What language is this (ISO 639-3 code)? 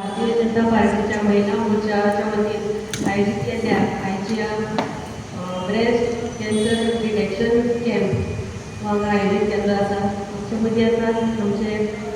kok